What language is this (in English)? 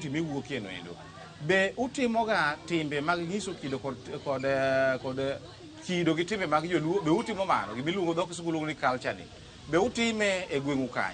Luo (Kenya and Tanzania)